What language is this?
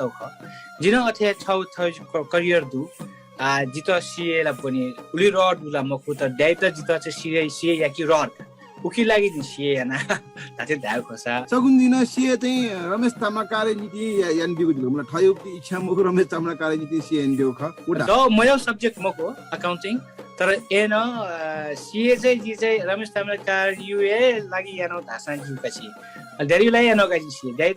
Newari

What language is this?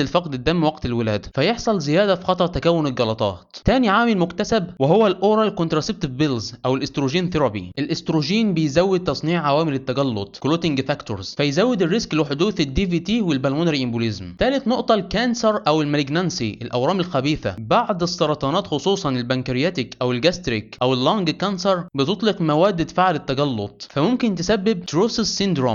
Egyptian Arabic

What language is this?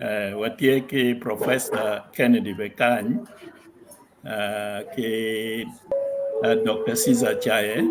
Acoli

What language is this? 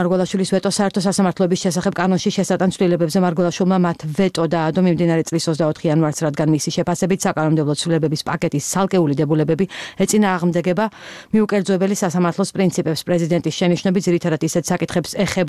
Georgian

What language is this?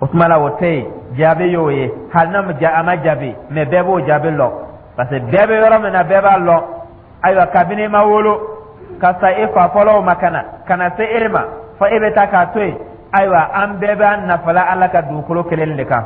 Dyula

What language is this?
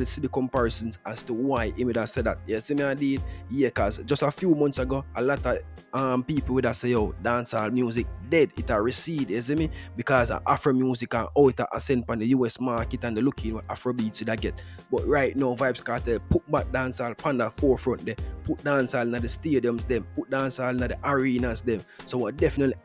Jamaican Creole English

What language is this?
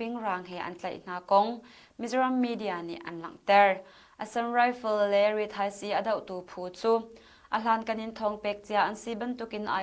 Hakha Chin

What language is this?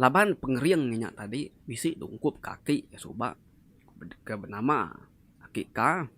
Iban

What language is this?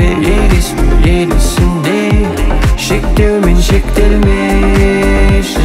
Kazakh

